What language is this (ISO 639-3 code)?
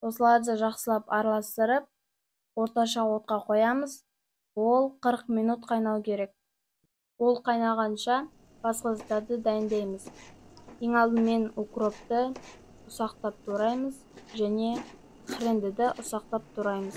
kaz